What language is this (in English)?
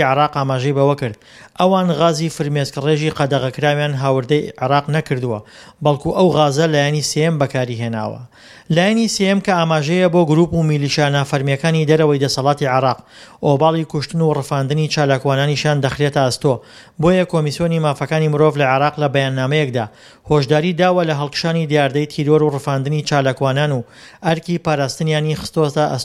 Central Kurdish